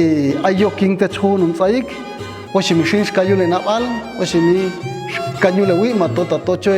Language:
Popti'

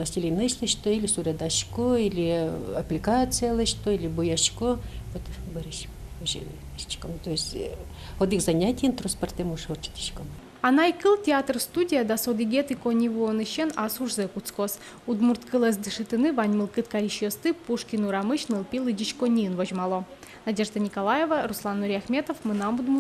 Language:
Udmurt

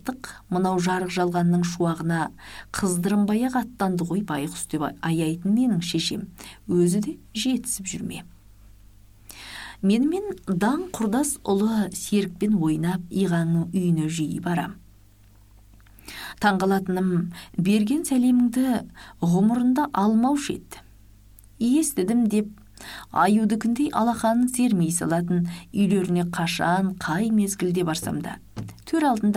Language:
Kazakh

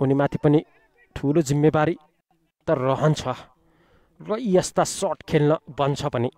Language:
Nepali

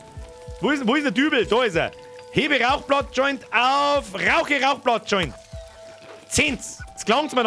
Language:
Bavarian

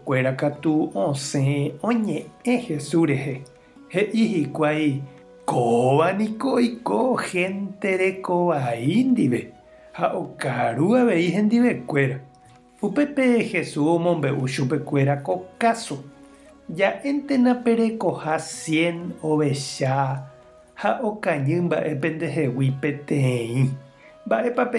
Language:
Guarani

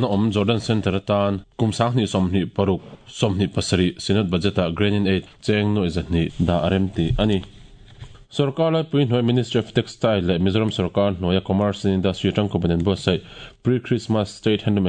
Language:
Mizo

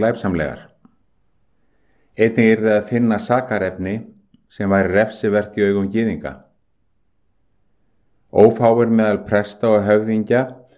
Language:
Icelandic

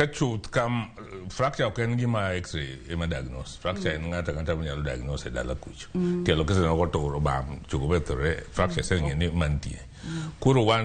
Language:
Luo (Kenya and Tanzania)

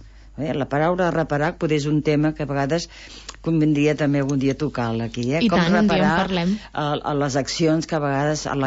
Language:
Catalan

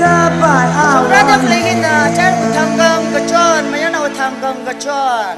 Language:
Tangkhul Naga (India)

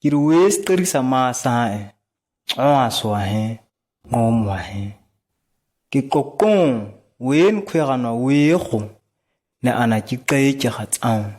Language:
ǁGana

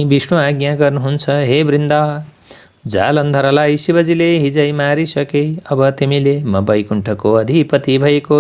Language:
Nepali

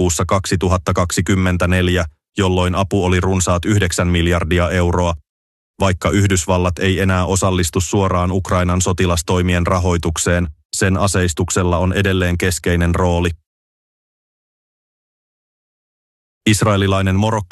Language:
Finnish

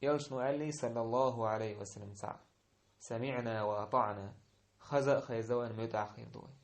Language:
Chechen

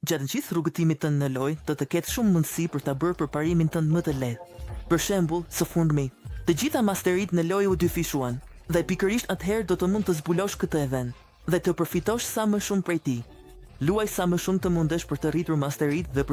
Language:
Albanian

